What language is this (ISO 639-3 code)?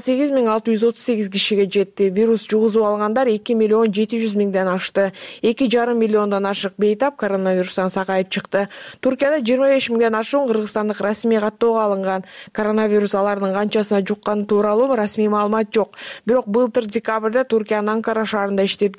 kir